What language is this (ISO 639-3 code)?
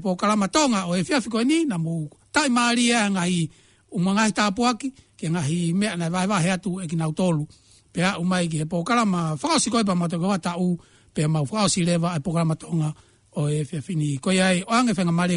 ton